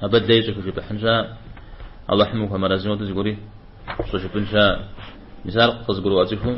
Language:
Kabardian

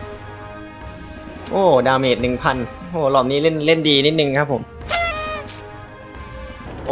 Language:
Thai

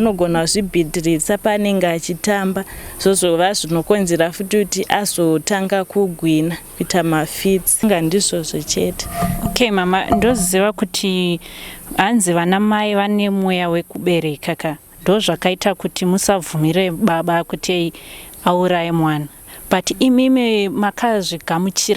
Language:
Shona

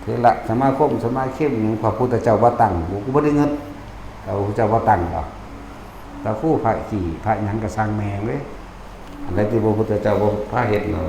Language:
Northeastern Thai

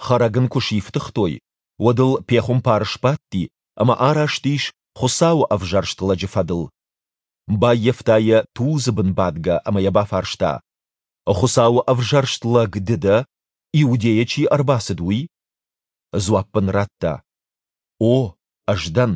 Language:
Ossetic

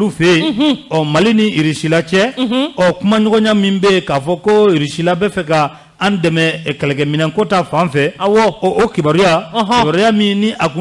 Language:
Bambara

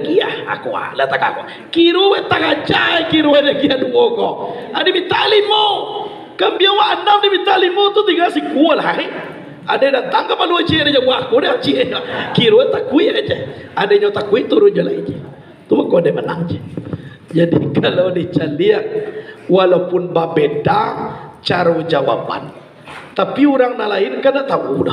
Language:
Minangkabau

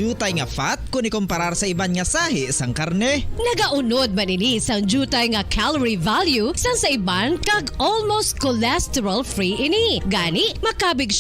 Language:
Hiligaynon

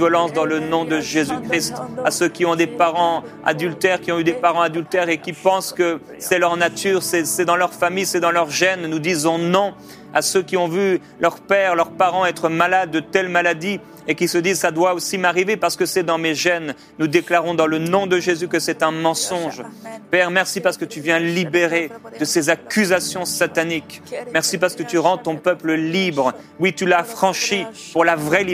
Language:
French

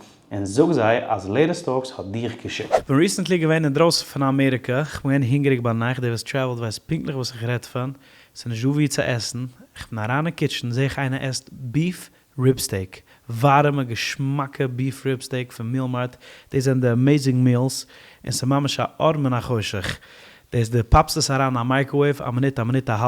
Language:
Yiddish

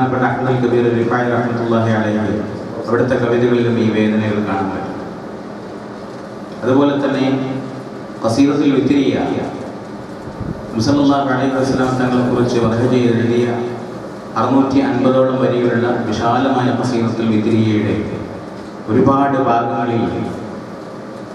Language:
Malayalam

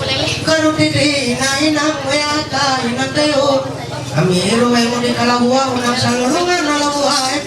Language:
Ma'anyan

